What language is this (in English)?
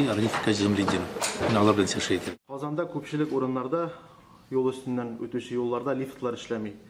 Tatar